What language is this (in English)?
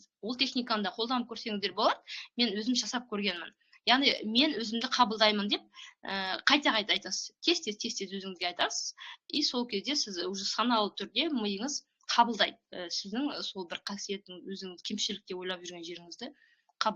Kazakh